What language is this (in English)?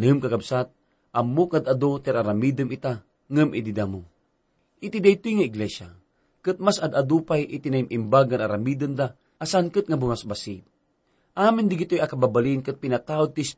Iloko